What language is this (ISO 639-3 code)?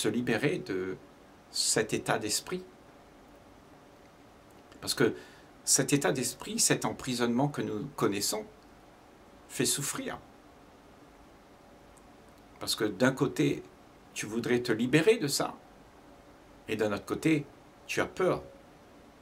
fra